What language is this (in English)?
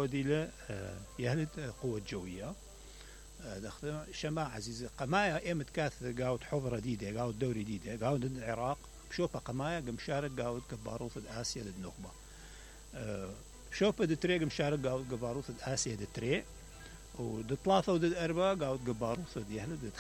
Mesopotamian Arabic